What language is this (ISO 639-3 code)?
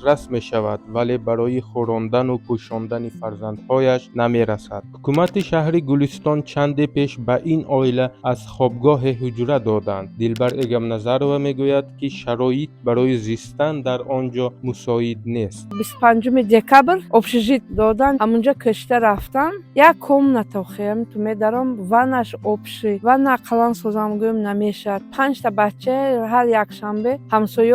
tgk